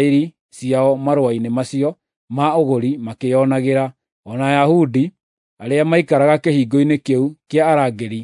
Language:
Kikuyu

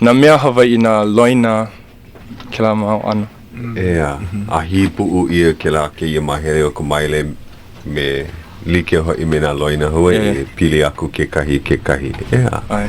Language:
Hawaiian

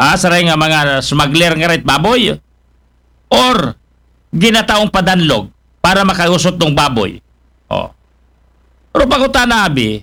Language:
Aklanon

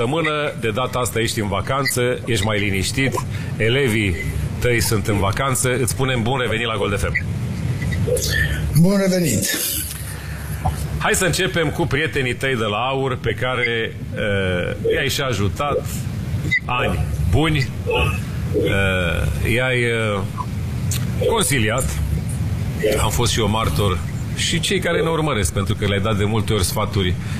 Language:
Romanian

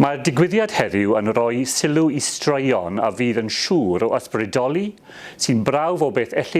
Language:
Welsh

